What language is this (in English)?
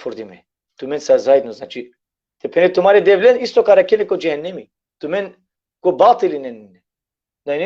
Balkan Romani